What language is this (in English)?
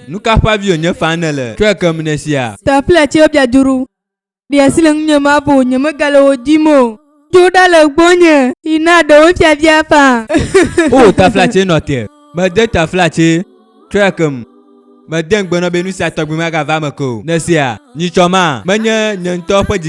Ewe